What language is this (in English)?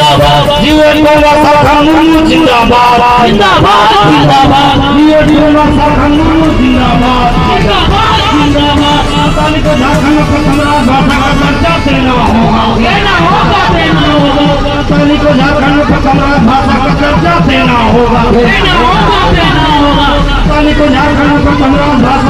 Santali